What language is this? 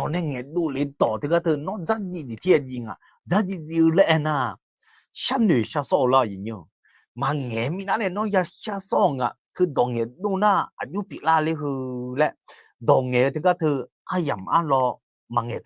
Akha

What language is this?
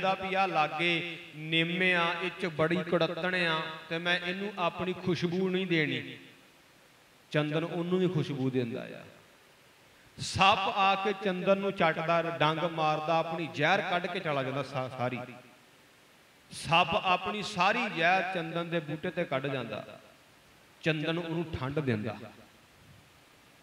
Punjabi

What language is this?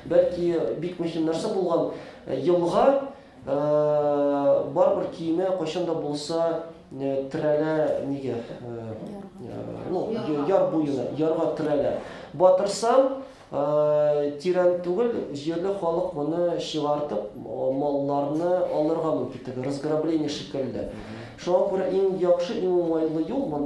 Tatar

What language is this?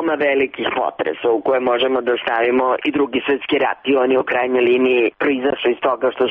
Serbian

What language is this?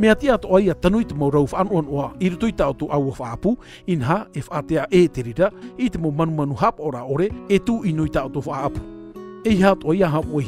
Tahitian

